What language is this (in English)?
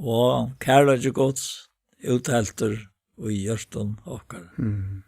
Faroese